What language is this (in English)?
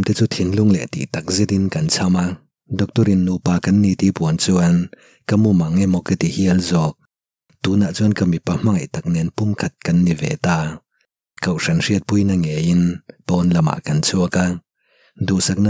Mizo